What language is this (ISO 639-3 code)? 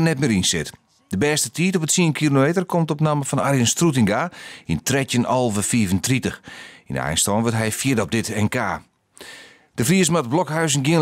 fry